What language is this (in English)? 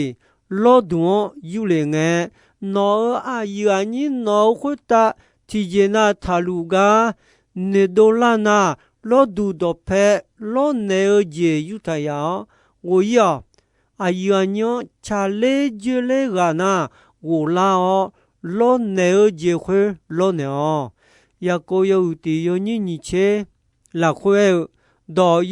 Akha